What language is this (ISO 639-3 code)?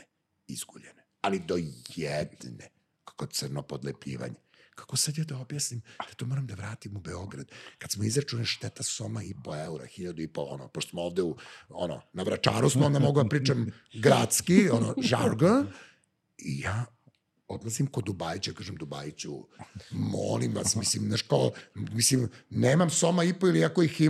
srp